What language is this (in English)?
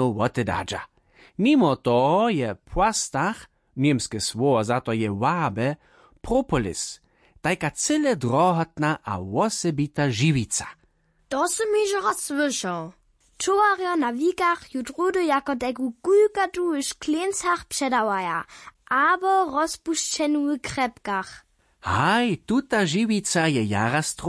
Upper Sorbian